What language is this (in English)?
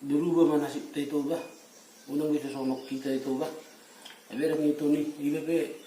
Batak Toba